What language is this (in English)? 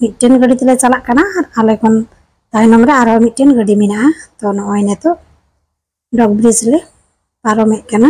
Santali